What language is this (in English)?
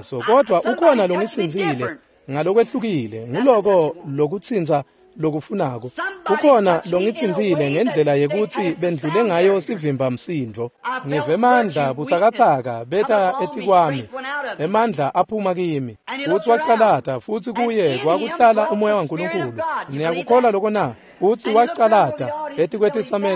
Swati